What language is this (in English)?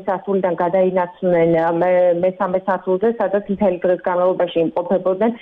Georgian